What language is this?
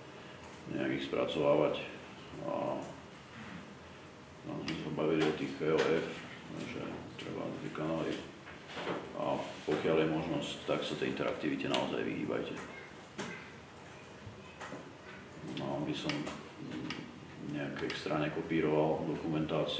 Slovak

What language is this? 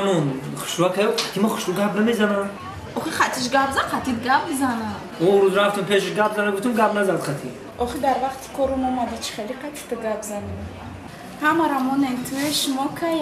Tajik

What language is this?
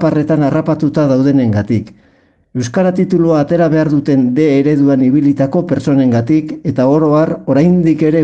Basque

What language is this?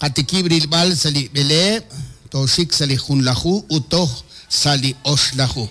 Kekchí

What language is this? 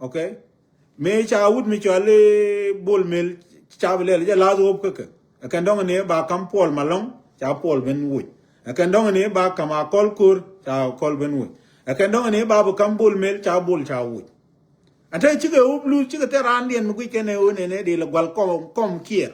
Nuer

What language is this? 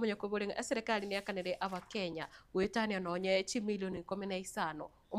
Gusii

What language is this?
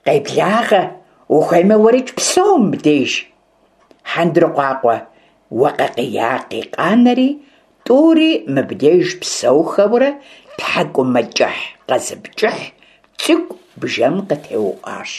Kabardian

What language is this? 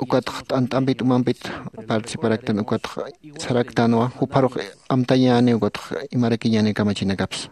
Aymara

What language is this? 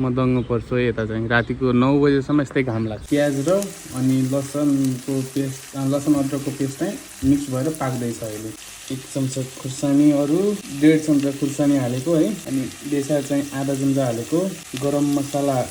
Nepali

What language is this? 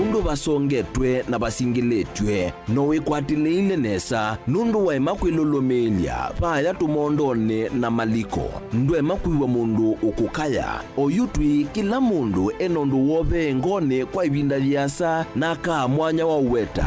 Kamba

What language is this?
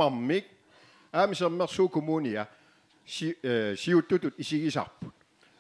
Kalaallisut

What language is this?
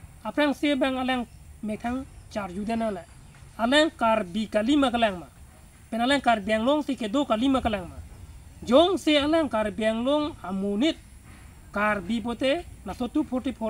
Karbi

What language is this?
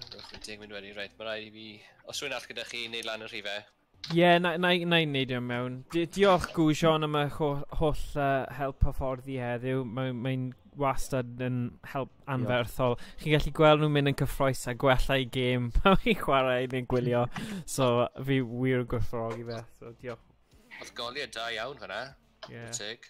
Welsh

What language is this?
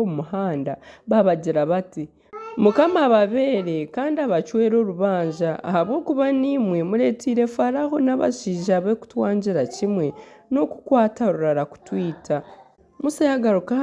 Nyankole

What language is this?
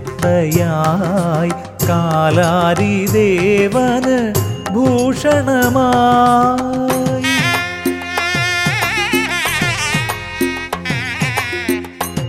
Malayalam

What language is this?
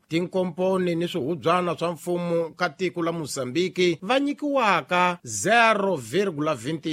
Tsonga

